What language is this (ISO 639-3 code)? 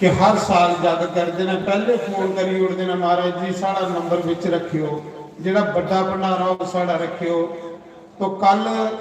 doi